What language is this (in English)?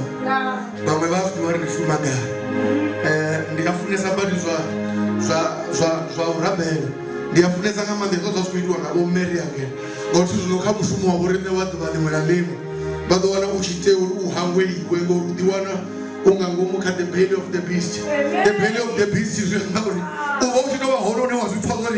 Venda